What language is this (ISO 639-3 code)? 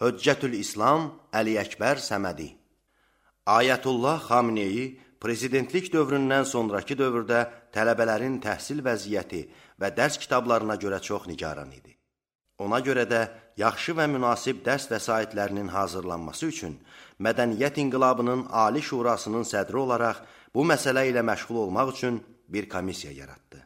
aze